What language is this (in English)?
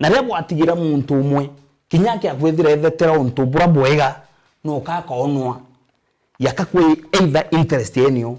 Meru